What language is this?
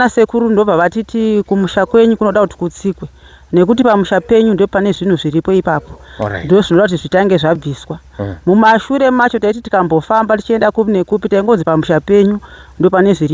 Shona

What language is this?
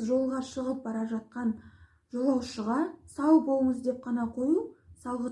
Kazakh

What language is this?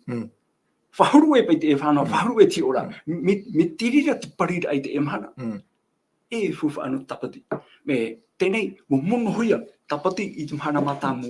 Tahitian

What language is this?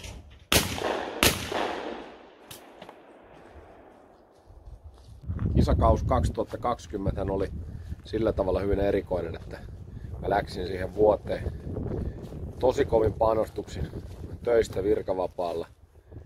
Finnish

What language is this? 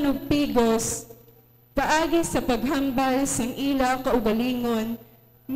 Hiligaynon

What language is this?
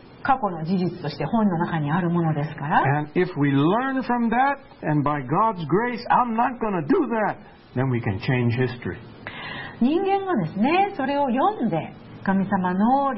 Japanese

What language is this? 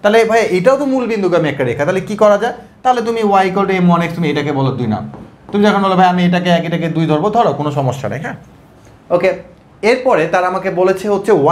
Bangla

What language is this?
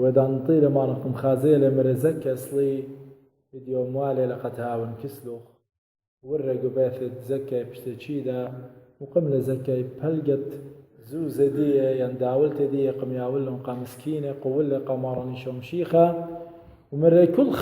Assyrian Neo-Aramaic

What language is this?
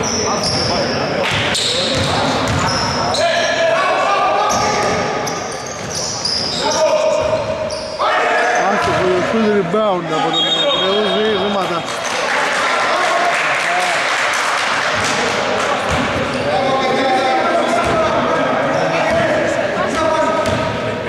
Greek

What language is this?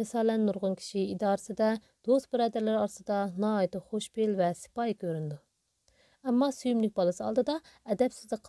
Uyghur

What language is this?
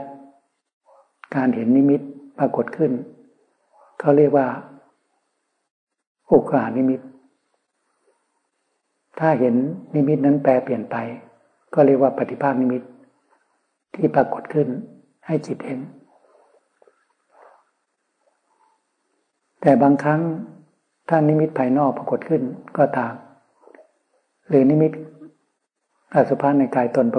Thai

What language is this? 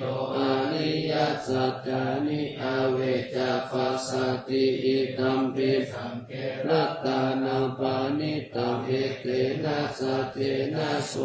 Pali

